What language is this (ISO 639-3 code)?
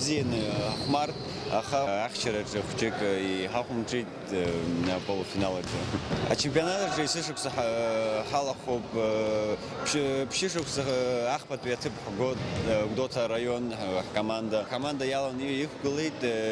abk